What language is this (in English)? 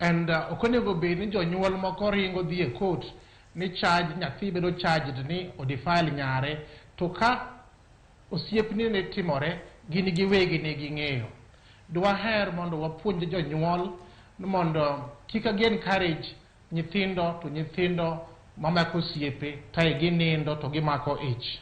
Luo (Kenya and Tanzania)